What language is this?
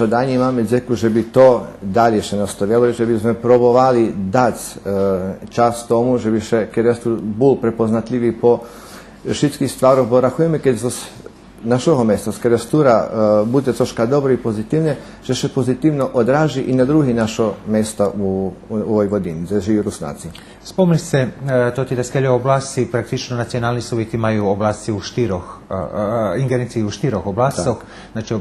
Rusyn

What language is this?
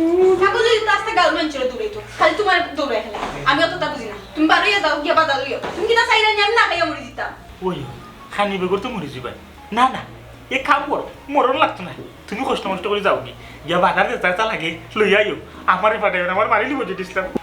Sylheti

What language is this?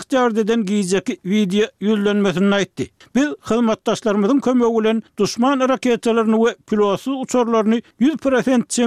Turkmen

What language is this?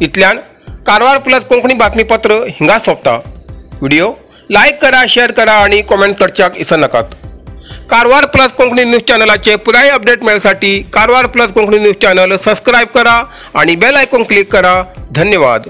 Konkani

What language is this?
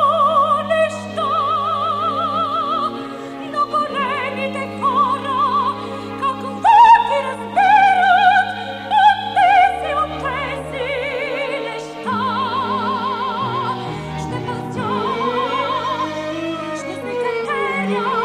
Bulgarian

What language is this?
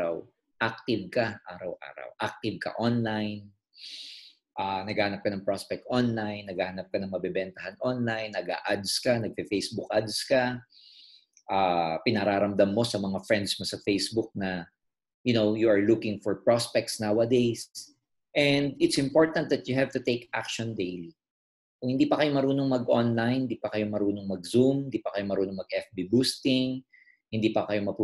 Filipino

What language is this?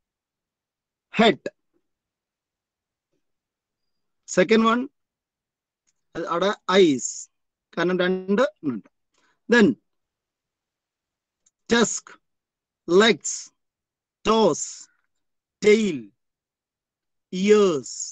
Malayalam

